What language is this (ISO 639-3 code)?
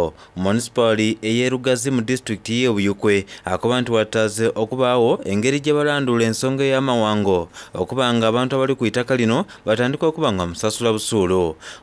xog